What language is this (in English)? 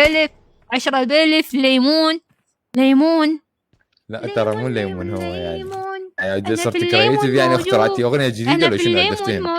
Mesopotamian Arabic